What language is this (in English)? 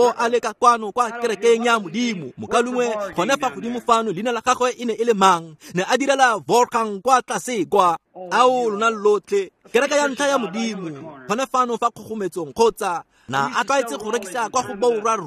Tswana